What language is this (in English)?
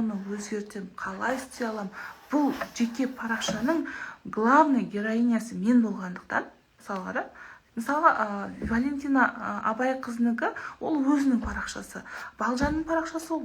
Kazakh